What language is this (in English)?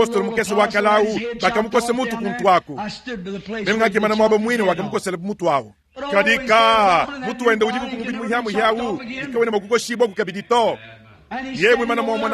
Luba-Lulua